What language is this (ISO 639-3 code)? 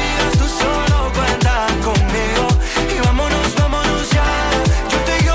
spa